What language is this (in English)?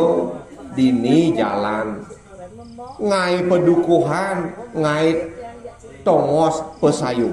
Balinese